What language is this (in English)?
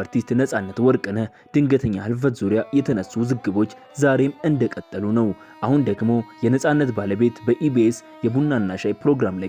Amharic